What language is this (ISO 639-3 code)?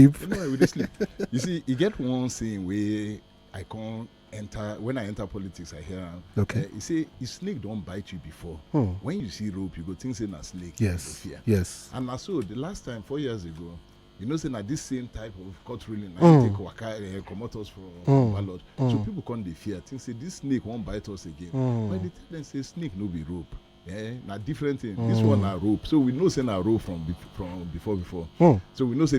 pcm